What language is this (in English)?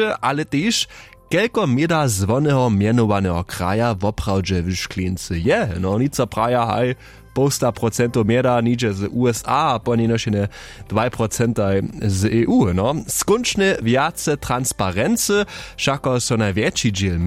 Upper Sorbian